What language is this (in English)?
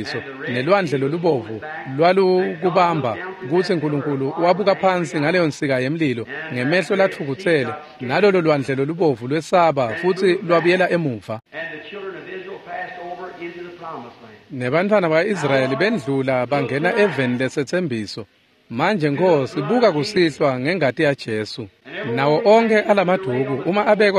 Swati